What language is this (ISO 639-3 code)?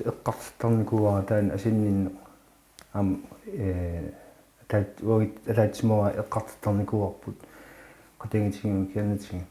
kal